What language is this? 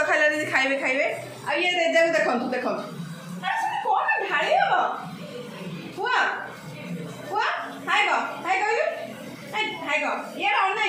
Odia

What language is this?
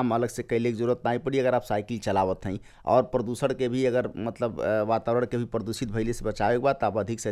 Bhojpuri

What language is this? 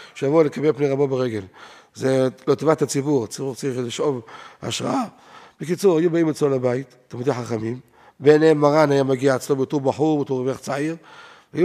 Hebrew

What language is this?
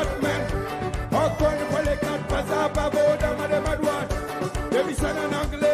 Seselwa Creole French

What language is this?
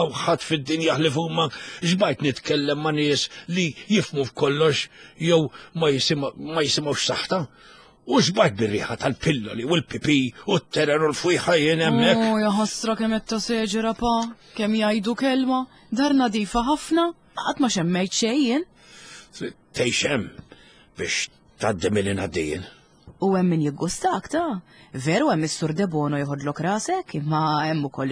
Maltese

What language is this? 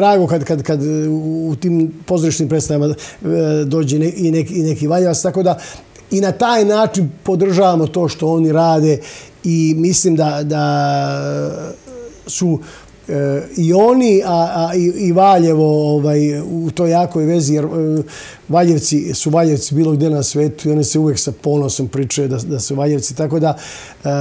Serbian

